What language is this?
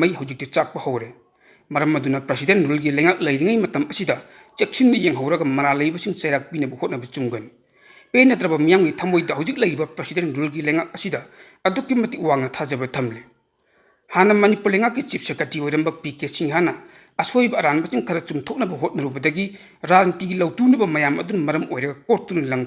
Manipuri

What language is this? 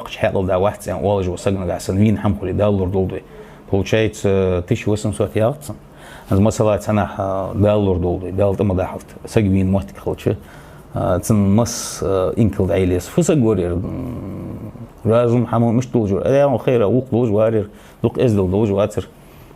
Ingush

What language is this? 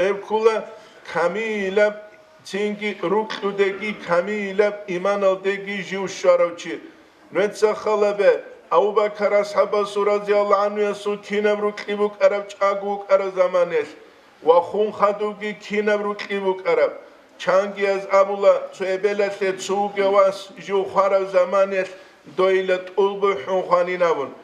Avaric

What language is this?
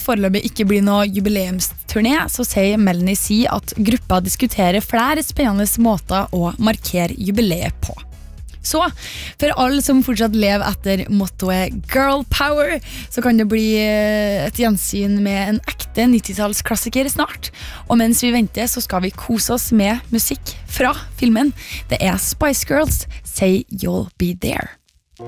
Norwegian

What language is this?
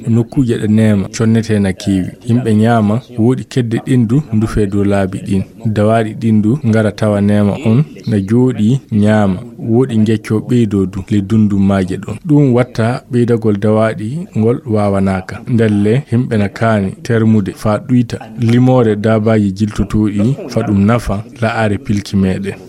Fula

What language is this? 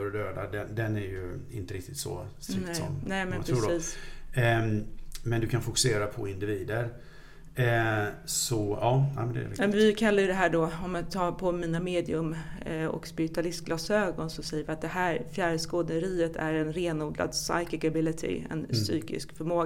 Swedish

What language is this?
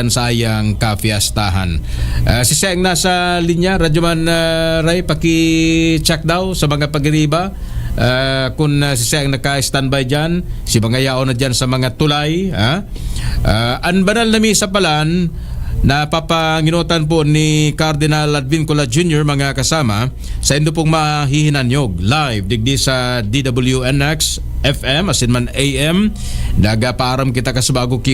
Bikol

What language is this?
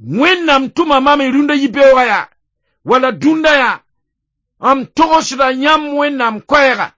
Mossi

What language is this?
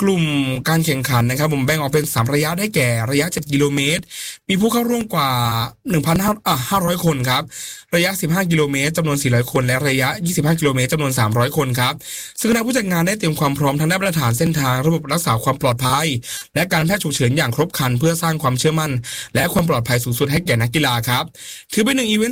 Thai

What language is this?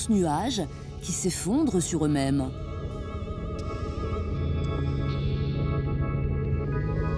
French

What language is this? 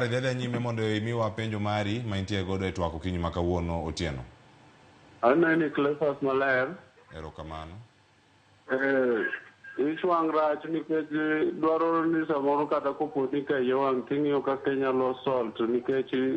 Luo (Kenya and Tanzania)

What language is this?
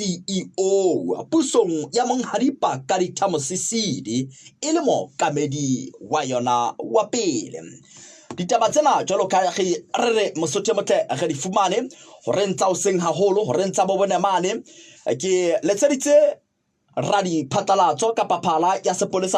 Southern Sotho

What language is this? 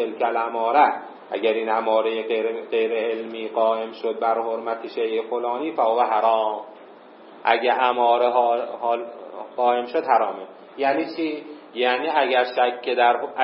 Persian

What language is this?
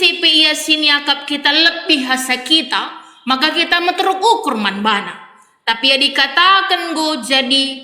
Batak Karo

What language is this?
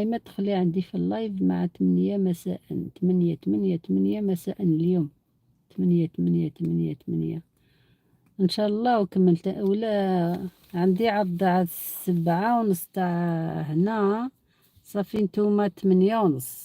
Algerian Arabic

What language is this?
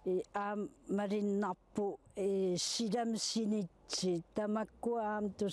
Kalaallisut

